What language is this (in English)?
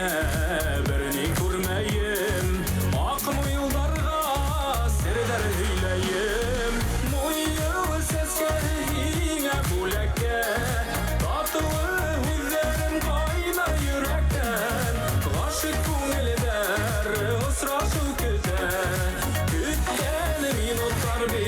Bashkir